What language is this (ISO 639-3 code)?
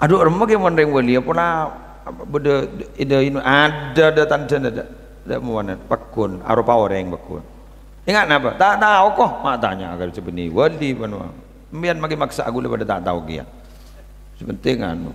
mad